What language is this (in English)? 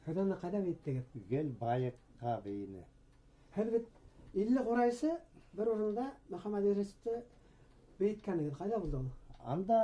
Bashkir